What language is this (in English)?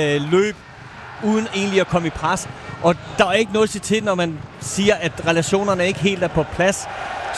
Danish